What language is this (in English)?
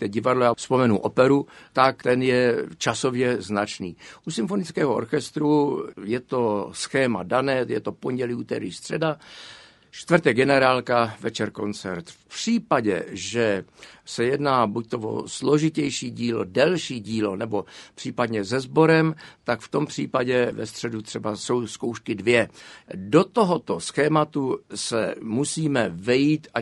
Czech